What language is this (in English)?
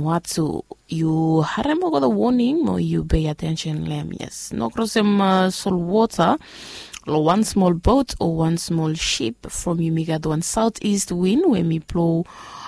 Bislama